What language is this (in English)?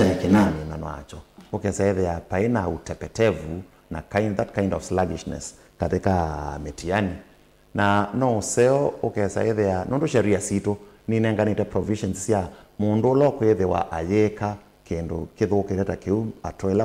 Kamba